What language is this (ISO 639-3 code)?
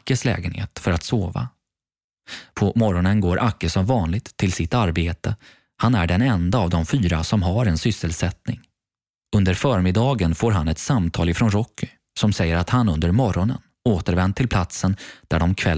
swe